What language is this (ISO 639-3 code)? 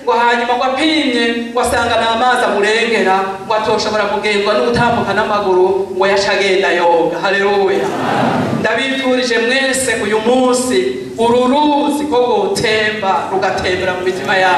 run